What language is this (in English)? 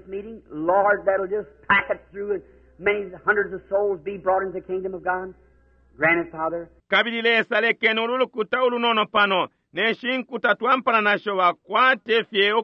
Bemba